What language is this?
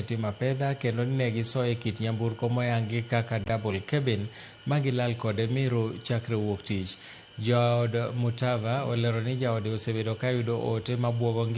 Luo (Kenya and Tanzania)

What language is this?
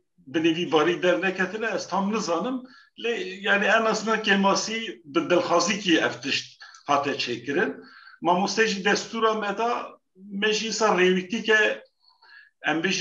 Kurdish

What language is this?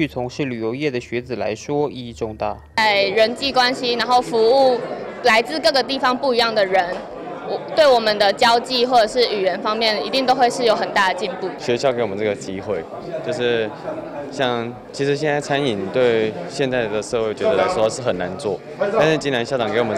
Chinese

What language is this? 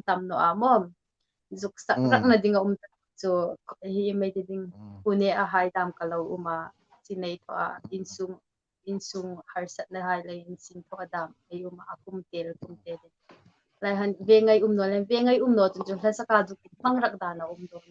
Hmar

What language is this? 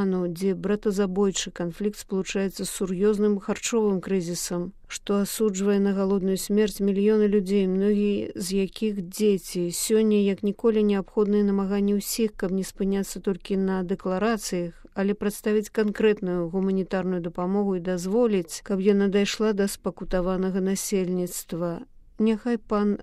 Belarusian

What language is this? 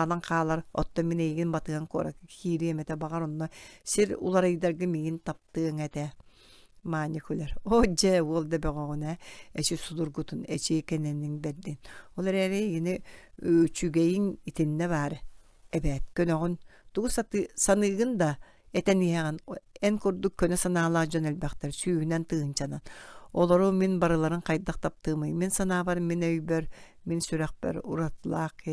Yakut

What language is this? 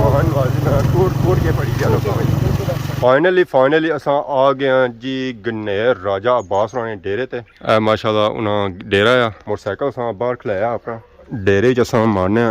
Pahari-Potwari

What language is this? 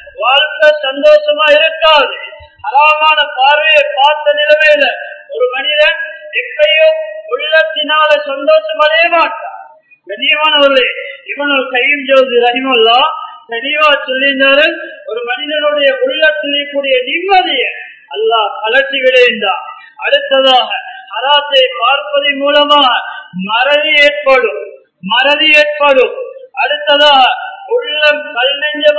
Tamil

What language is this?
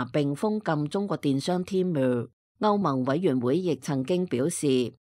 Cantonese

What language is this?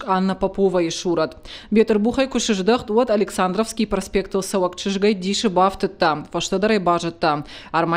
Ossetic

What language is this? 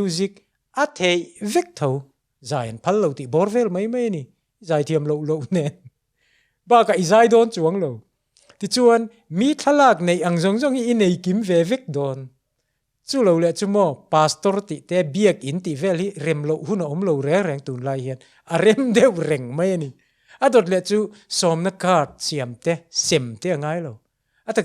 Mizo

